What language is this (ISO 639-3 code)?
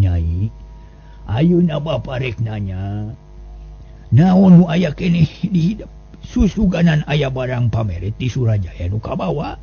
sun